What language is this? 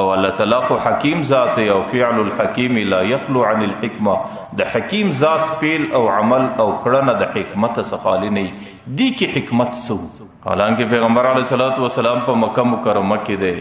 Pashto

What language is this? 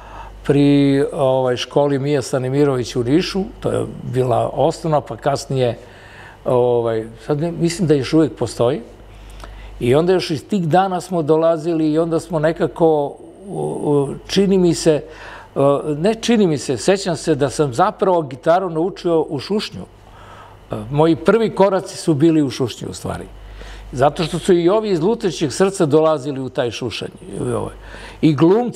Serbian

